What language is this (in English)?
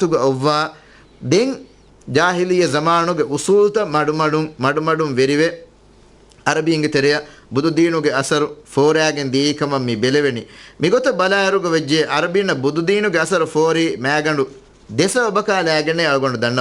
Divehi